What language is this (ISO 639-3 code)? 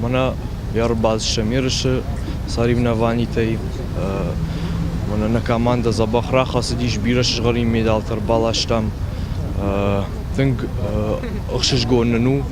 oss